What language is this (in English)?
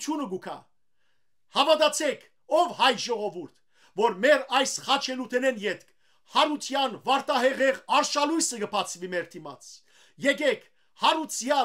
Western Armenian